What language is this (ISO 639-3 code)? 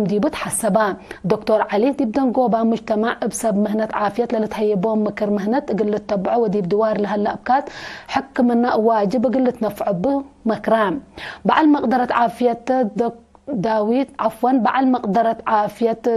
tig